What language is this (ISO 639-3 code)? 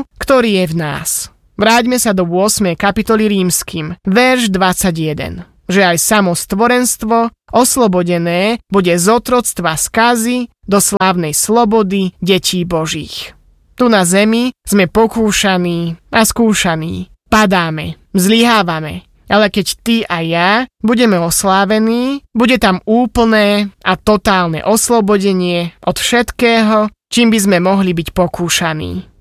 slk